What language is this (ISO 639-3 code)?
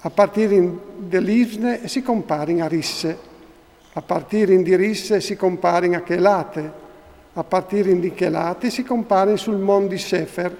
fur